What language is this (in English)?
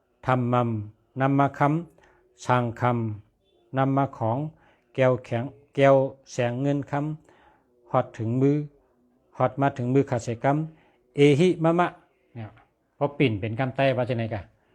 Shan